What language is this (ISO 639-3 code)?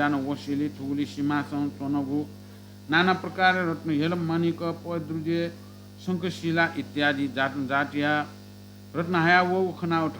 new